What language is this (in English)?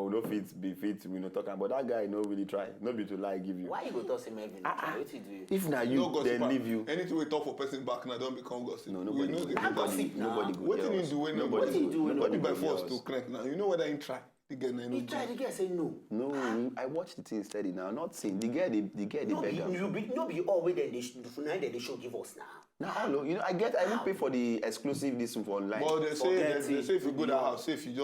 Nigerian Pidgin